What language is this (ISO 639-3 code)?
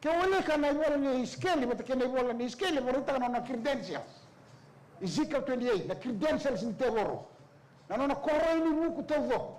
fij